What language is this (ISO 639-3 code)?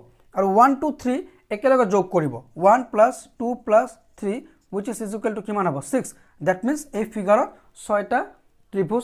asm